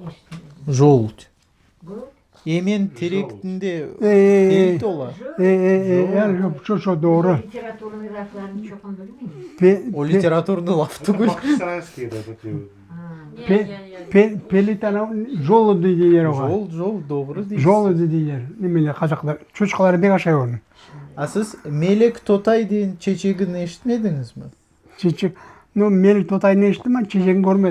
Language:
Crimean Tatar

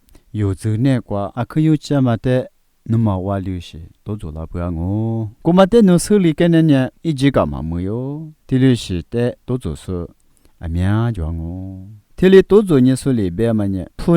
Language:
Lisu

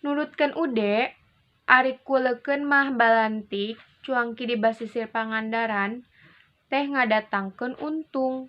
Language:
Sundanese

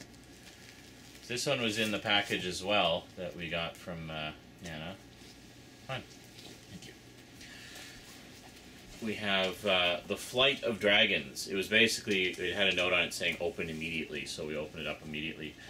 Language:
English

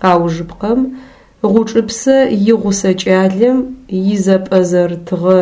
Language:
Adyghe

